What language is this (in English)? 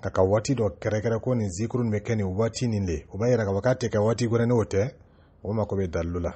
Dyula